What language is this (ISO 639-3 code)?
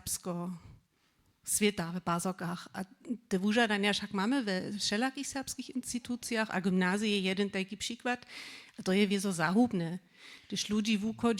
hsb